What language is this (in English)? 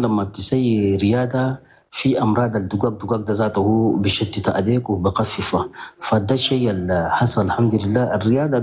Chadian Arabic